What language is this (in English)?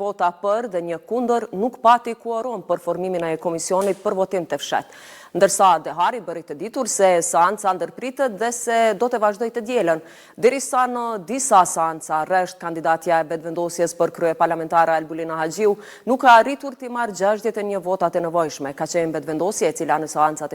Albanian